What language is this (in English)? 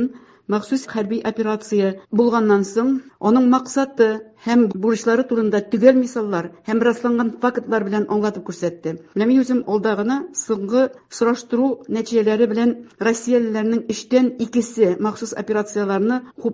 Tatar